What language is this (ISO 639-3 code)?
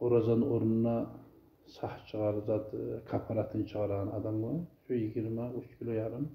kum